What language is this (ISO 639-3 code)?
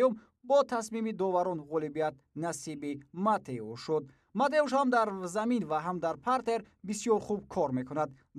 tgk